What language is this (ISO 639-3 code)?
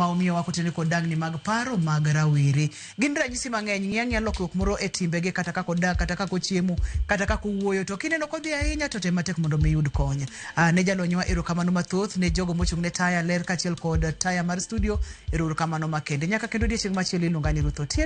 luo